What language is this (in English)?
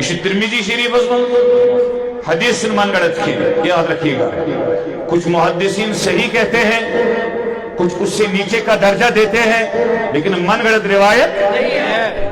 Kashmiri